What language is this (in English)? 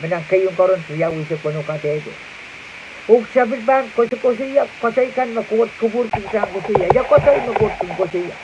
Pohnpeian